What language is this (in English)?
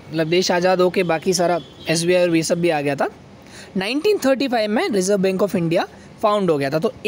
Hindi